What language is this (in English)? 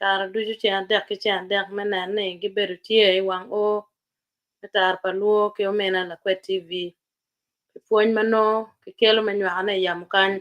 Acoli